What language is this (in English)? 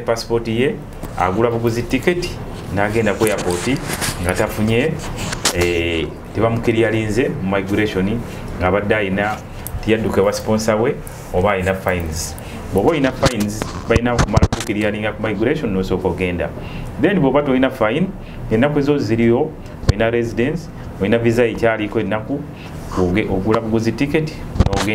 Ganda